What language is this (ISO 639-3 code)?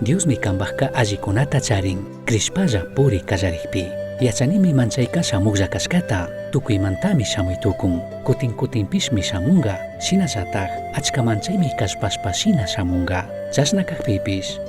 qug